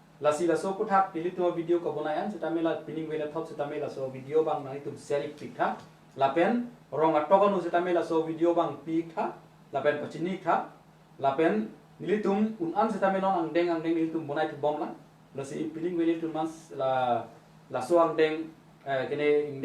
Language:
Karbi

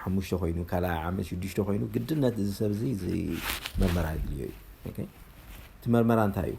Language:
Tigrinya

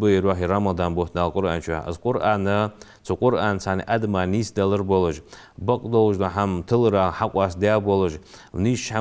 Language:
Ingush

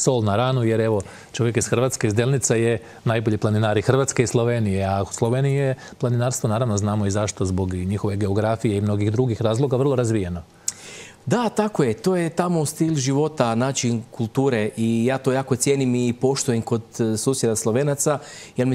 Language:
Croatian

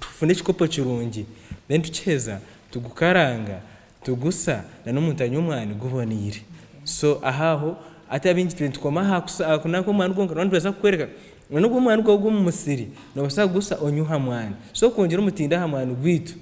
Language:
Nyankole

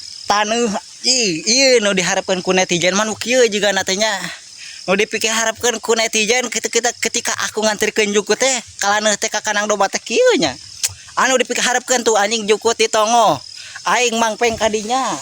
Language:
Sundanese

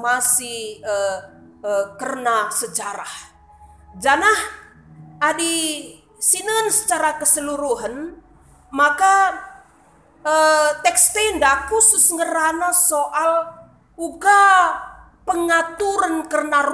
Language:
Batak Karo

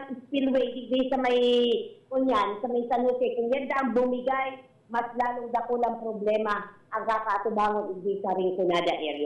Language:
Bikol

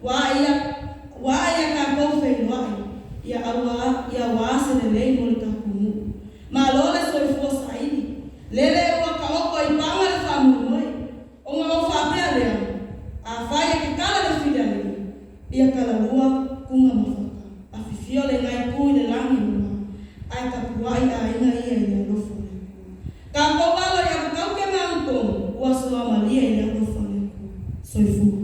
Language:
Samoan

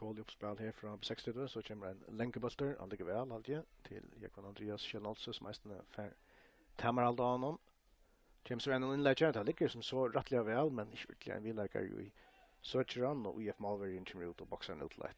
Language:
Faroese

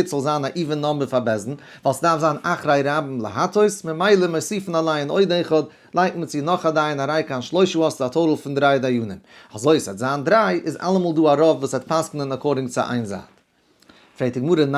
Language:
Yiddish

